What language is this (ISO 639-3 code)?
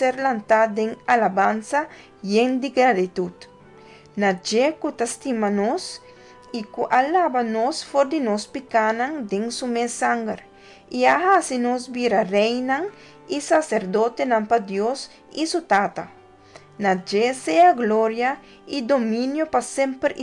pap